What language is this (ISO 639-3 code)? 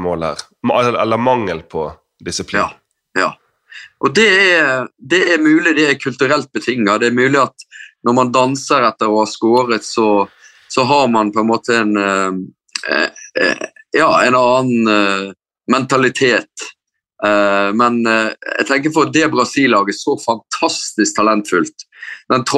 nor